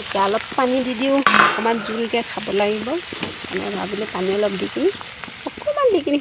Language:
Assamese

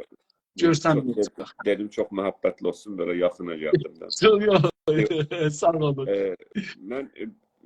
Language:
South Azerbaijani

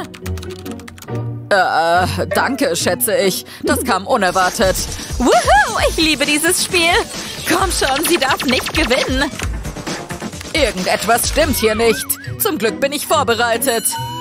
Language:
German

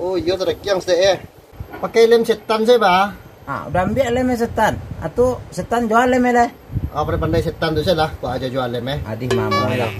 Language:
Minangkabau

